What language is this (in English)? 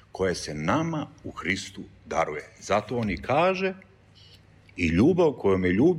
Serbian